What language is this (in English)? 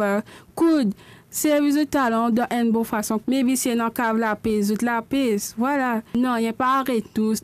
Morisyen